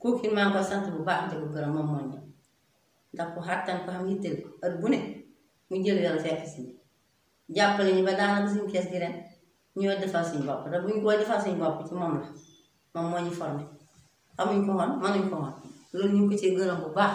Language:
Wolof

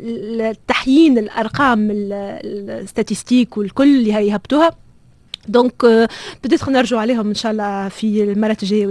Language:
Tunisian Arabic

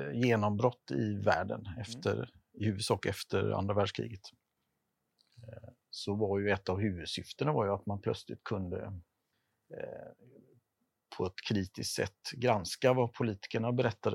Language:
Swedish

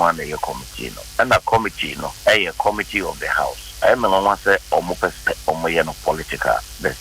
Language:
Akan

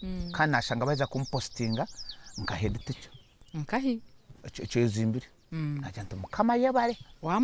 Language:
Nyankole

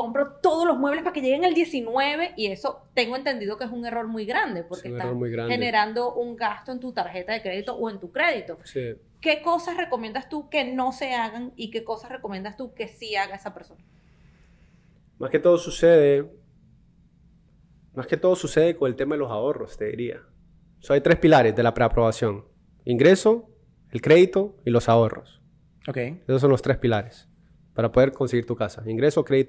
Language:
Spanish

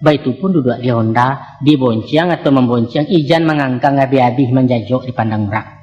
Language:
Minangkabau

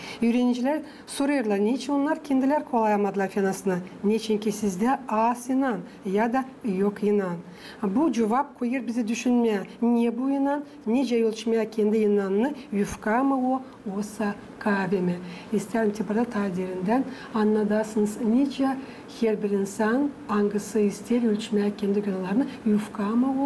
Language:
Gagauz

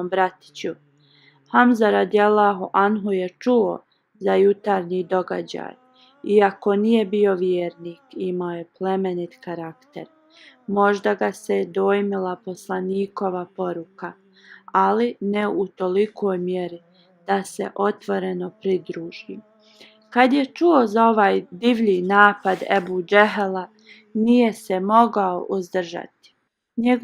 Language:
Bosnian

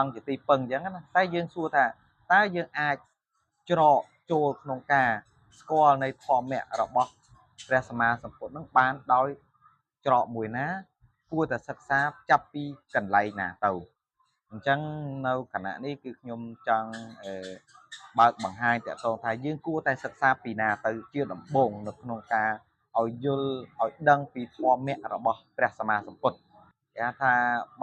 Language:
Khmer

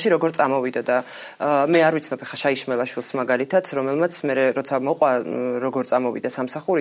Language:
Georgian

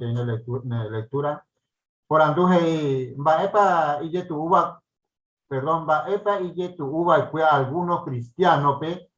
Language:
Guarani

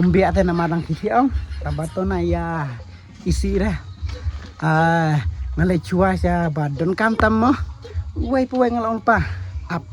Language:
Khasi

